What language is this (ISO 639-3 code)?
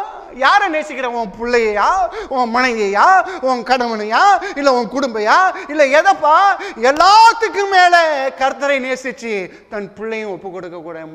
tam